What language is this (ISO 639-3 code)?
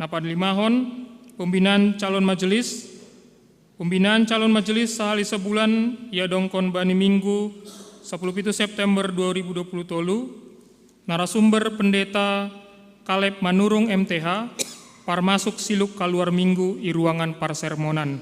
bts